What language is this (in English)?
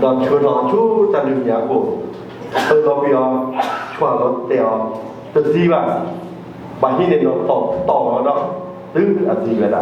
S'gaw Karen